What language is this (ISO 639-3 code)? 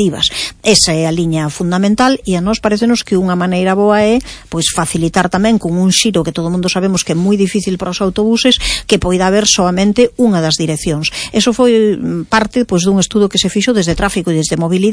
glg